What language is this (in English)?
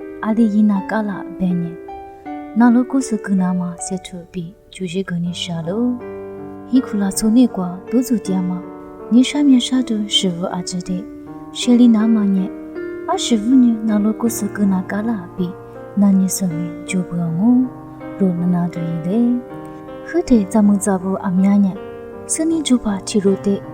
Lisu